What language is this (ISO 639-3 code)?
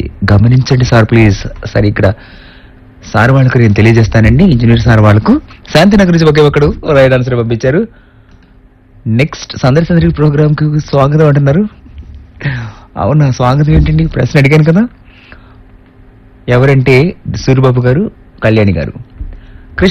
tel